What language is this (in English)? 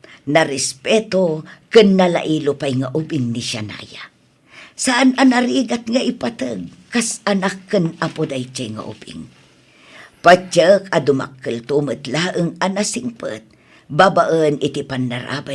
Iloko